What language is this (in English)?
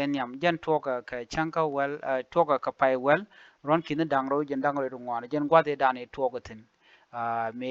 Nuer